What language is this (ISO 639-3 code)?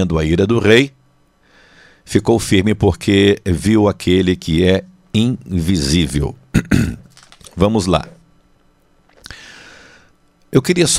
por